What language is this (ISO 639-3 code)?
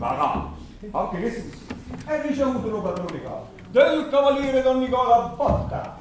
nap